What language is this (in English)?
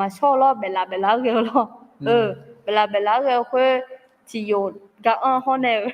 Akha